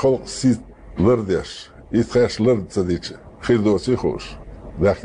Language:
Chechen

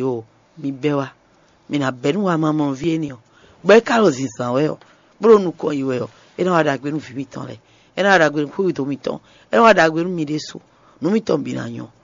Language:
Fon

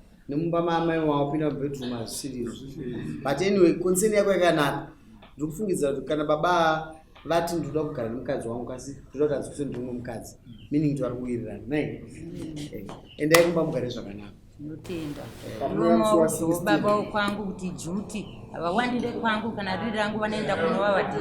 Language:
Shona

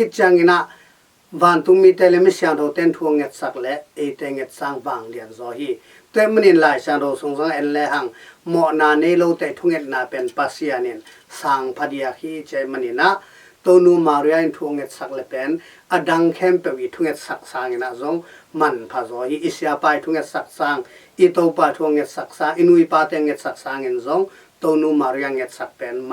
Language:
Tedim Chin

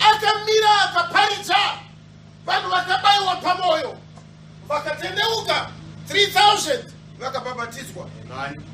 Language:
Shona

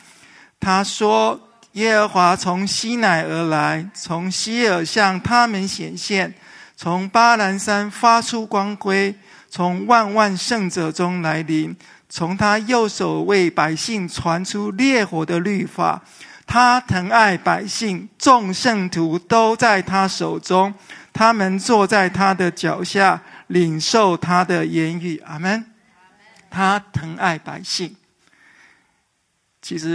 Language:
Chinese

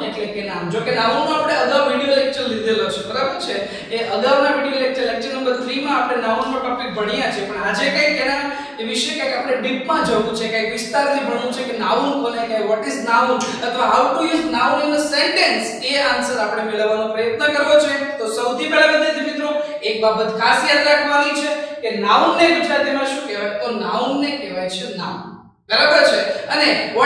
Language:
Gujarati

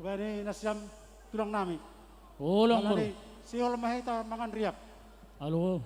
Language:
Batak Simalungun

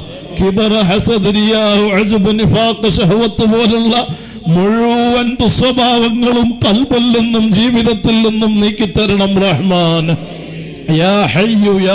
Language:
Malayalam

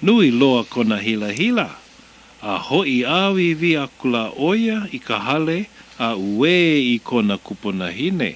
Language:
Hawaiian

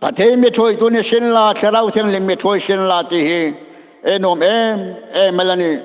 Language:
Hmar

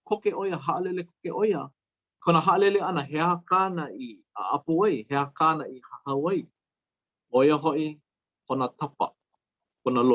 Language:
Hawaiian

